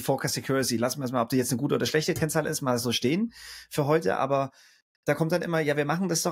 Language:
German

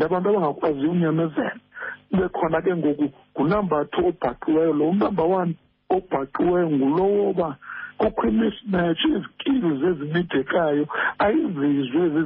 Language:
Xhosa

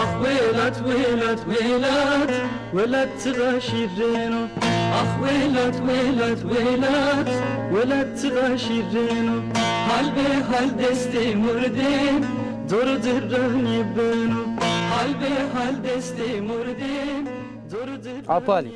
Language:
Zaza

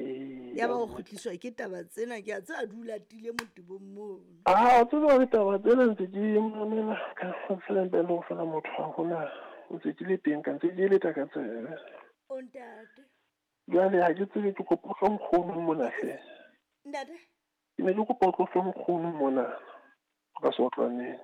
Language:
Southern Sotho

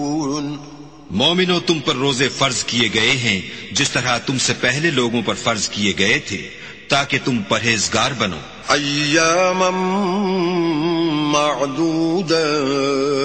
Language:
Urdu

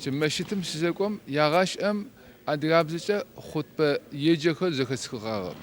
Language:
Adyghe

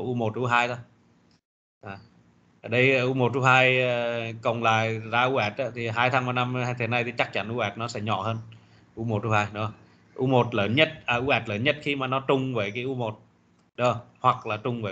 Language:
Vietnamese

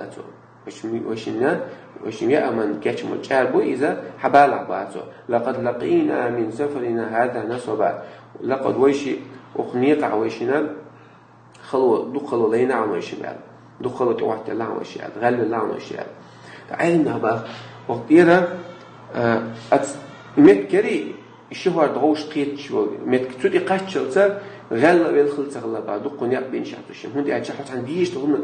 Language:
Chechen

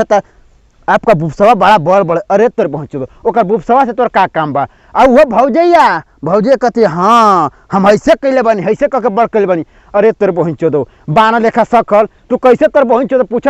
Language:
Bhojpuri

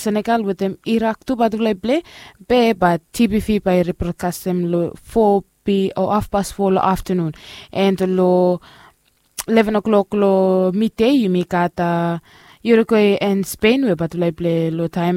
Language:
Bislama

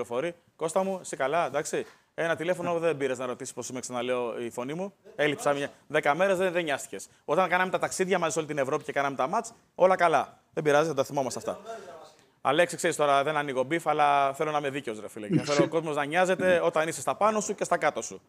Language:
Greek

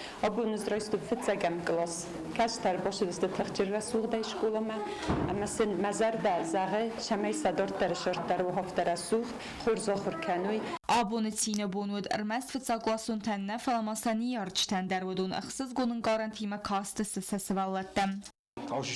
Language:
Ossetic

